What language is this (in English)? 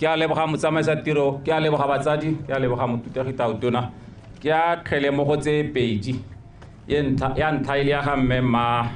Tswana